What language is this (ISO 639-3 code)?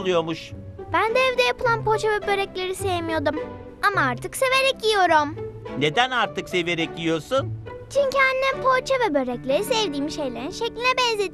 tur